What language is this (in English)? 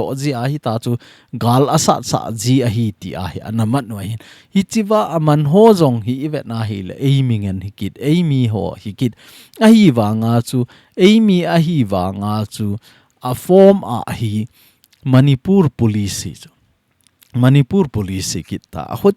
Thado Chin